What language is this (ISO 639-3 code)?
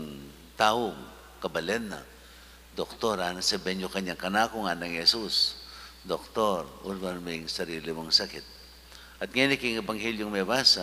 pam